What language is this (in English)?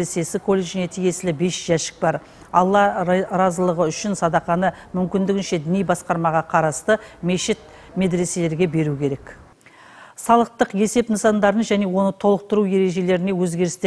Kazakh